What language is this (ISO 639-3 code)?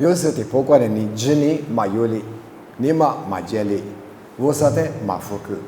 lis